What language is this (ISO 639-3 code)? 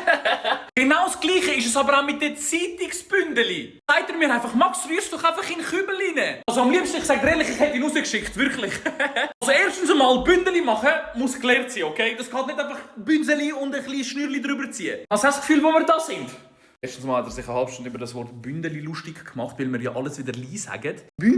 gsw